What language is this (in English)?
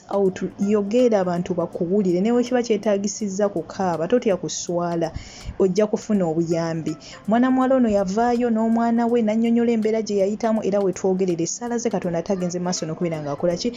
Ganda